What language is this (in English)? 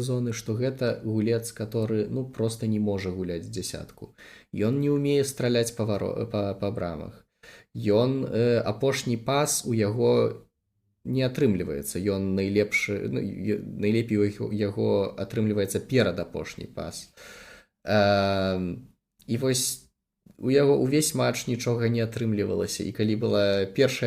Belarusian